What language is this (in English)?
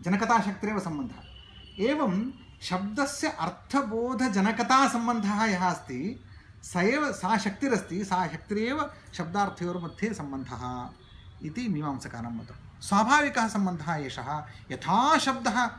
Sanskrit